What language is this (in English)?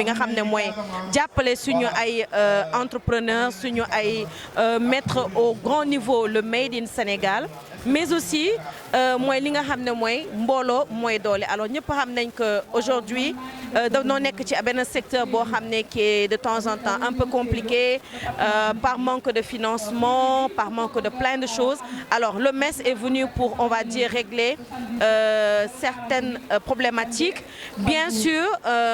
Wolof